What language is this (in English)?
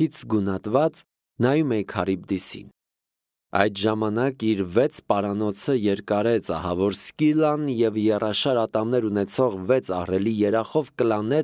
Armenian